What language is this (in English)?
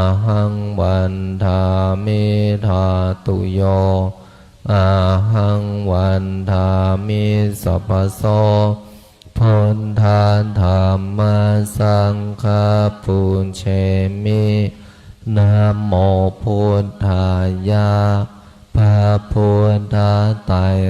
Pali